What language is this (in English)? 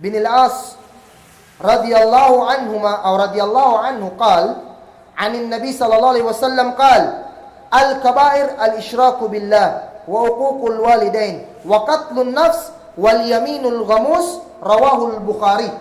Kagan Kalagan